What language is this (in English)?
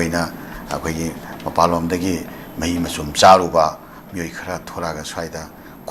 Manipuri